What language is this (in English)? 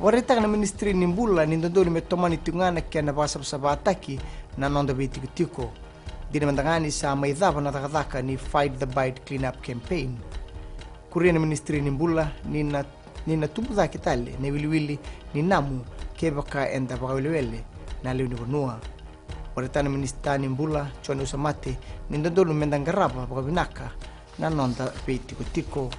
Fijian